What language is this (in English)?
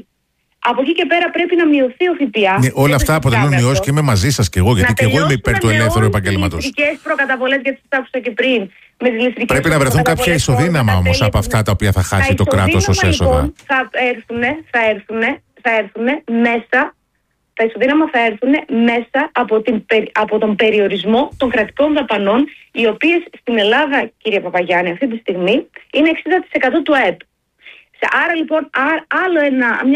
Greek